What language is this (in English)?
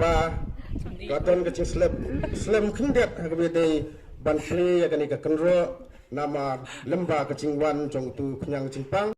Khasi